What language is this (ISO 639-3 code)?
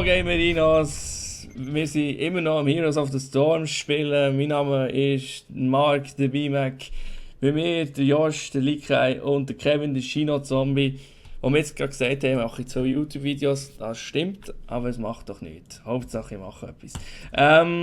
gsw